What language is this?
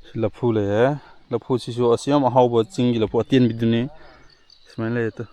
Manipuri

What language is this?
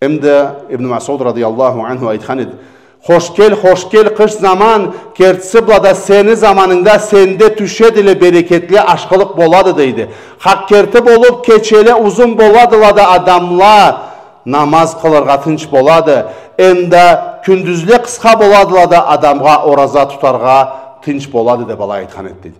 Karachay-Balkar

